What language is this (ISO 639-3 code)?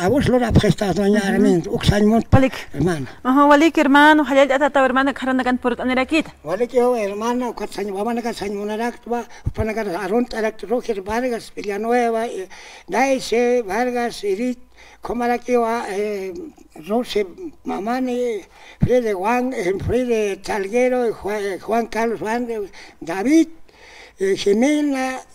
aym